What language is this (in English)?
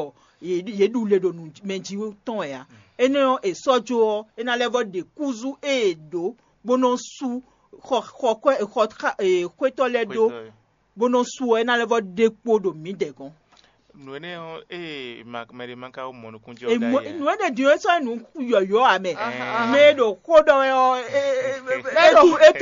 Fon